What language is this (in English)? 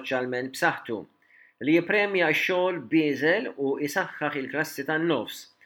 Maltese